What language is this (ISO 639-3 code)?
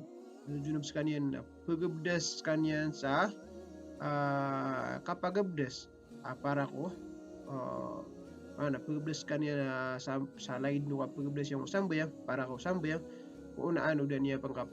mrw